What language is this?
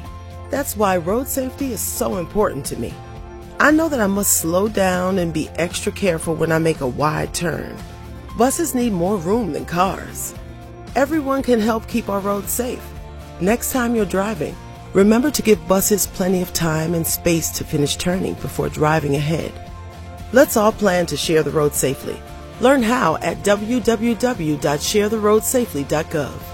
English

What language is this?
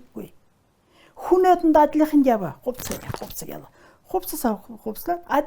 Mongolian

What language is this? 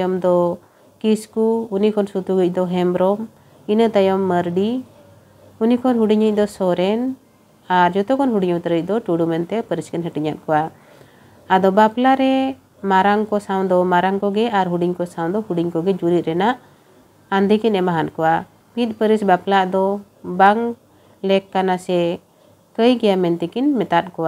Santali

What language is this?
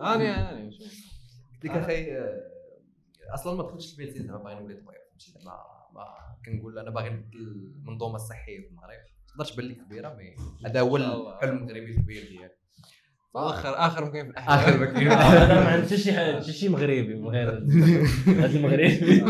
Moroccan Arabic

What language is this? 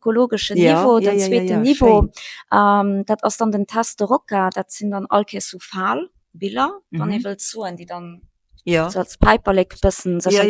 Luxembourgish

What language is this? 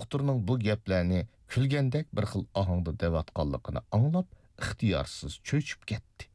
Uyghur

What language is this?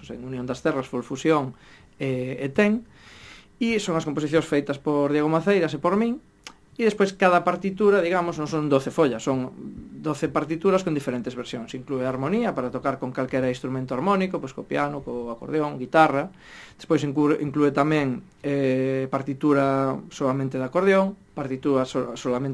Galician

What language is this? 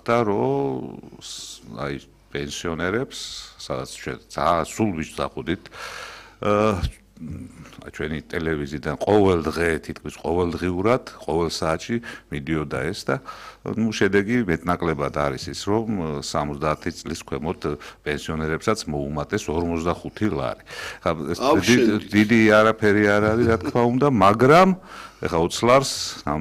Georgian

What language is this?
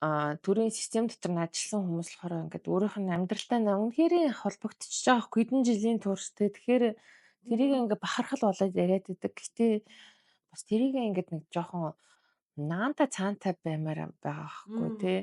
Mongolian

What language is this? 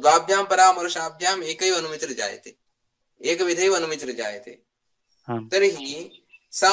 Sanskrit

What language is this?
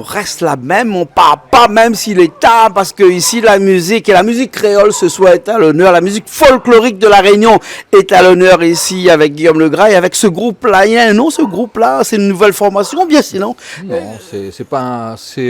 Réunion Creole French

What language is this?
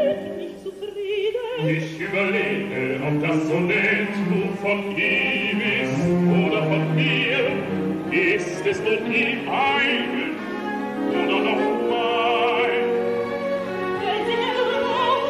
German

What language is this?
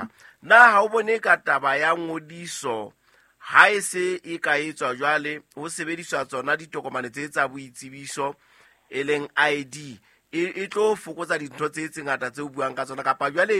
Southern Sotho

